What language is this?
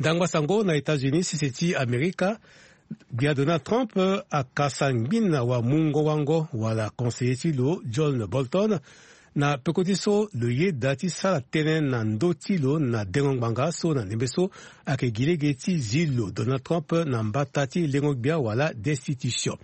Sango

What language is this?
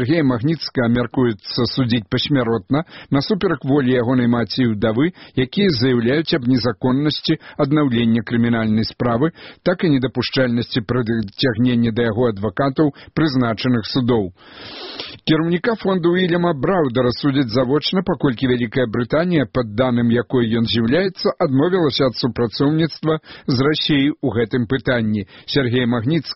Belarusian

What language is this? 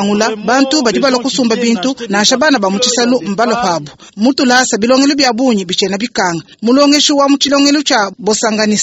Luba-Lulua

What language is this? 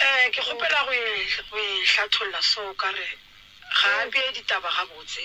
Northern Sotho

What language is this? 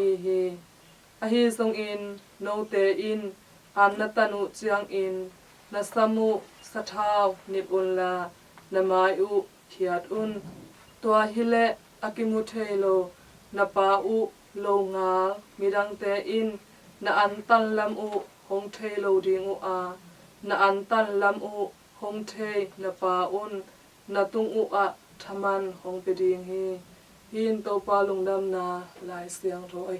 Tedim Chin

